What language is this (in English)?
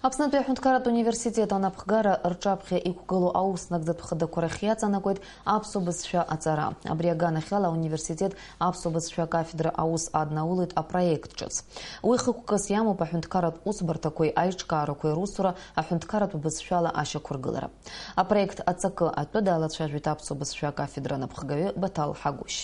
Abkhazian